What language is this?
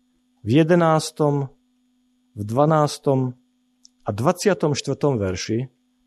Slovak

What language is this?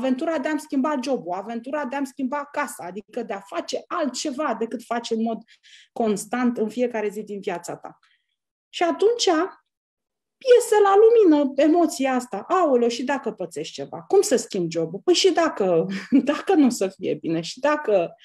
Romanian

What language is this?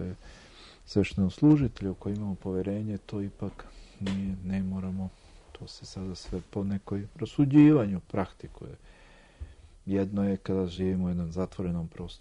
Serbian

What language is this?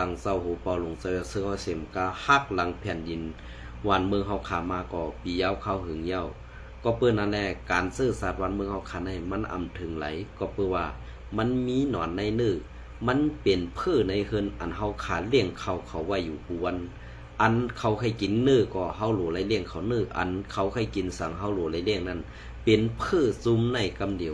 Shan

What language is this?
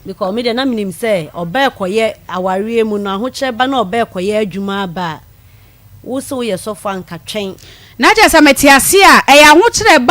Akan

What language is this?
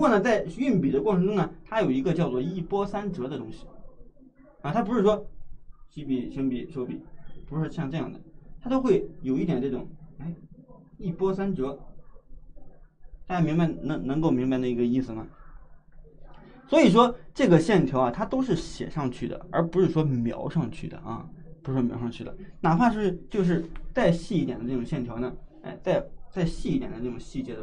Chinese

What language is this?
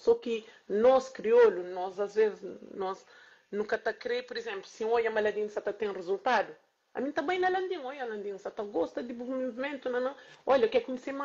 Kabuverdianu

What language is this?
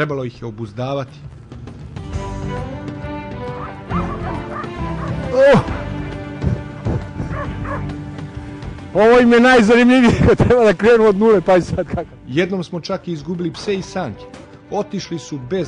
Serbian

